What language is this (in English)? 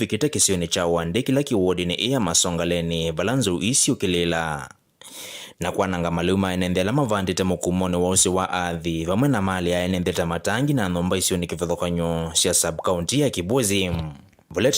Kamba